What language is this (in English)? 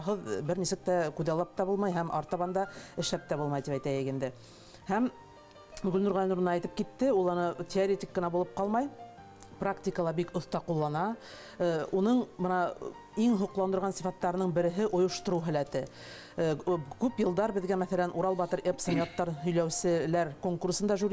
Bashkir